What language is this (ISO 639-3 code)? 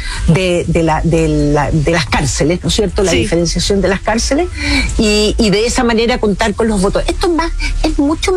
spa